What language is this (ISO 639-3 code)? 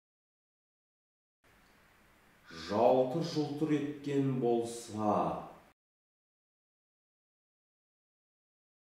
kaz